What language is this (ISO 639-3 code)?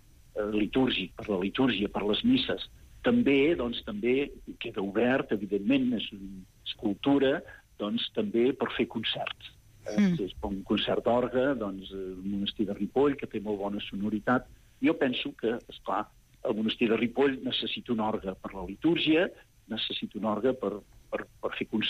cat